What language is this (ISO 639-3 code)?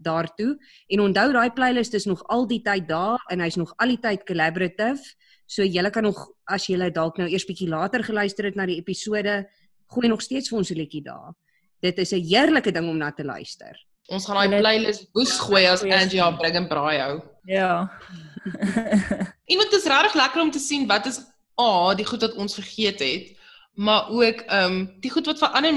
afr